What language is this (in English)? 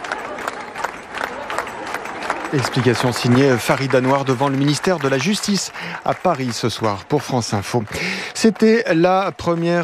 French